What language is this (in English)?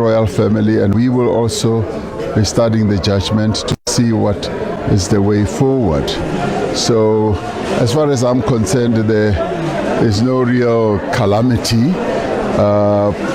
Tswana